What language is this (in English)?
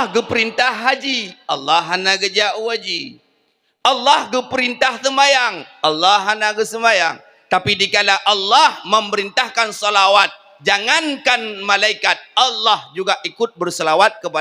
Achinese